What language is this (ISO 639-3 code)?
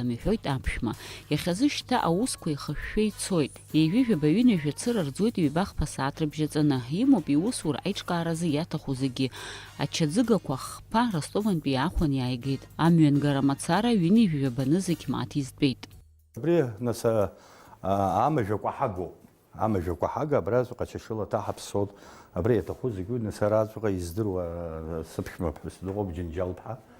abk